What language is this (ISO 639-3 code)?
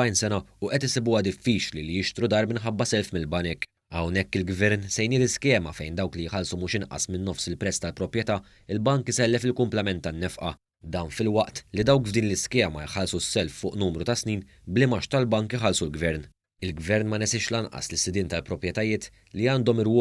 mlt